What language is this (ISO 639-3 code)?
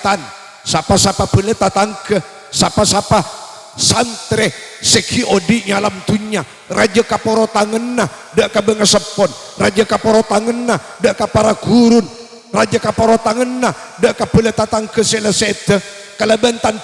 mad